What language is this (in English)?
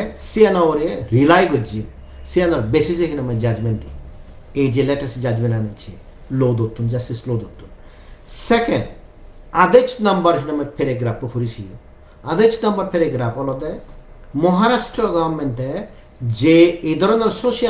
Chakma